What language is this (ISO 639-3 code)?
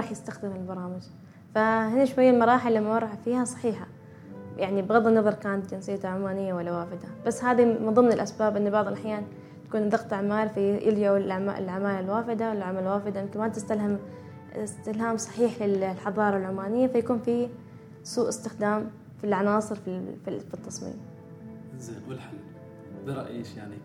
afb